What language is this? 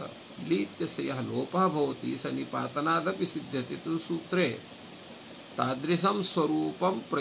Sanskrit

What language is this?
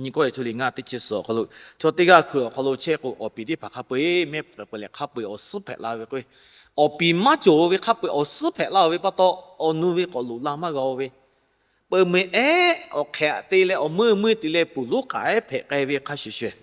Lahu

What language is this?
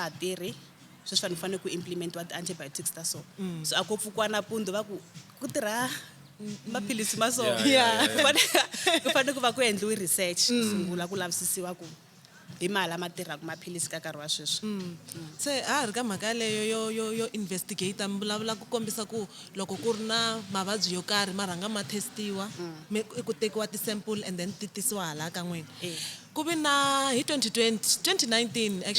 Tsonga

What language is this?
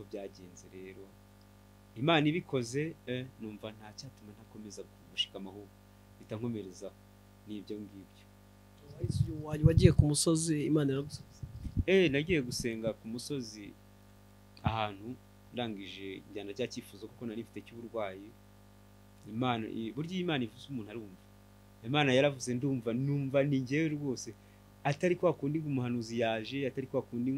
Kinyarwanda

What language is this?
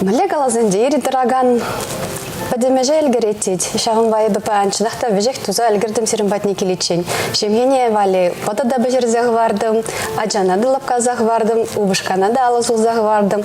Chuvash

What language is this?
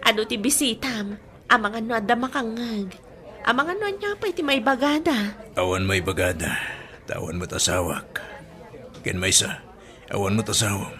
Iloko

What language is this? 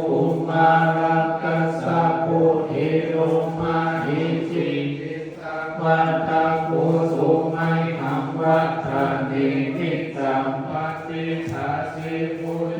Pali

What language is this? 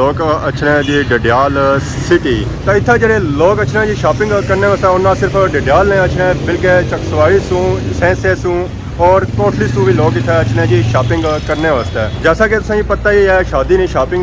Pahari-Potwari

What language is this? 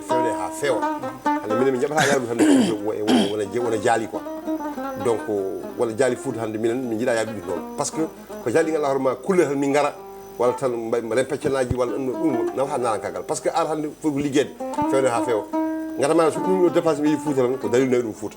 Fula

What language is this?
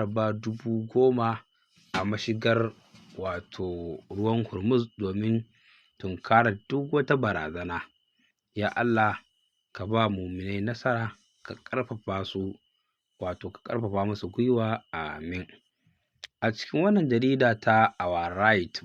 Hausa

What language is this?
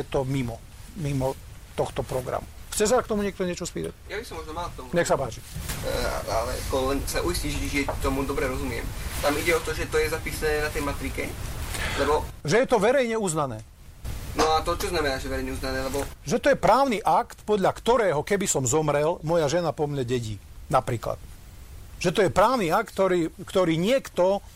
Slovak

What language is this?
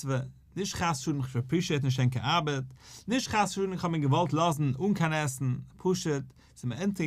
Yiddish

